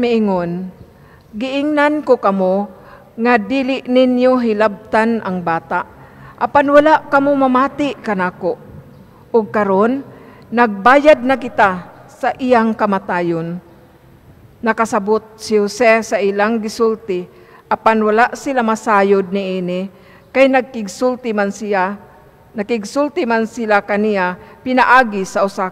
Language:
Cebuano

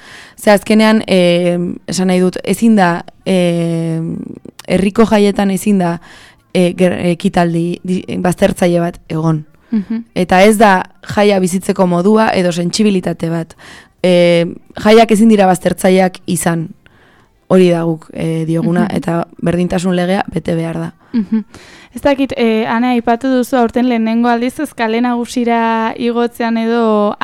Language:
Basque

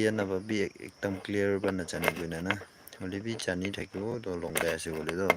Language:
Naga Pidgin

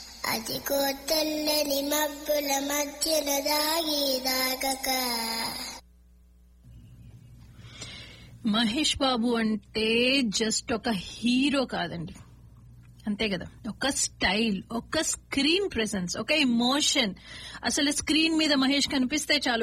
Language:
Telugu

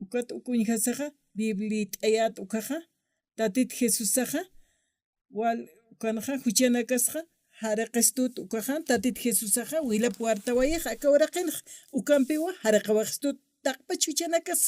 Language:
Aymara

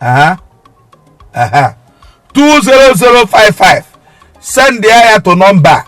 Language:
Igbo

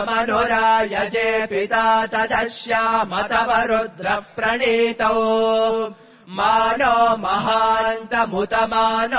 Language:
Sanskrit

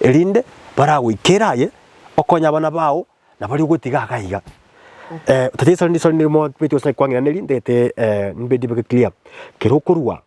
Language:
Gusii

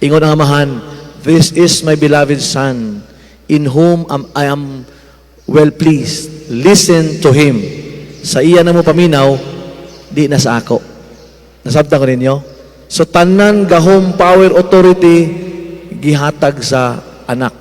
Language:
Cebuano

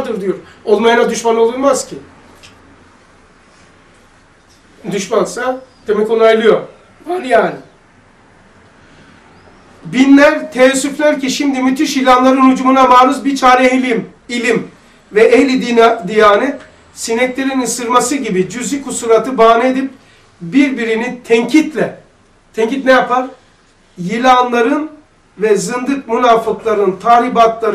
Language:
Turkish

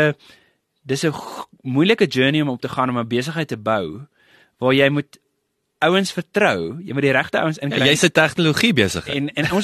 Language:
Afrikaans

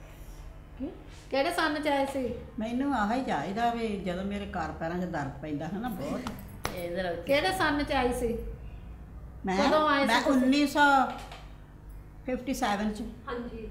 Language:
Punjabi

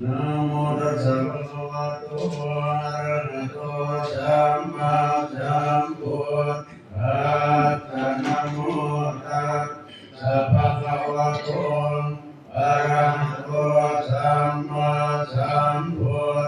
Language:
Pali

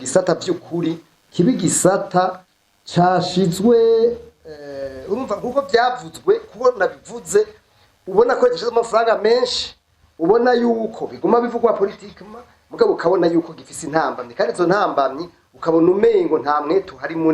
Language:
Rundi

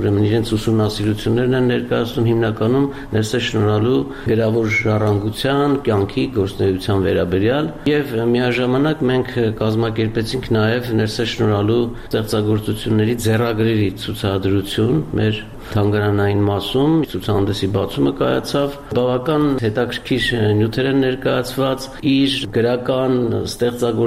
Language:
Armenian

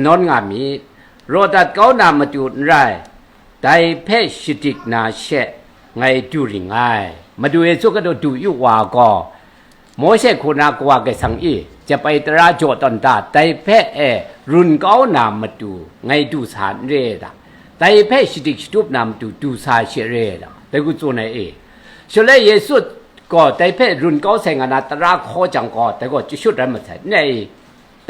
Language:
Kachin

